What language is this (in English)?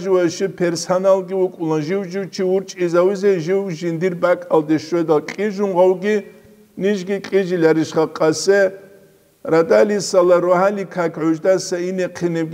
Avaric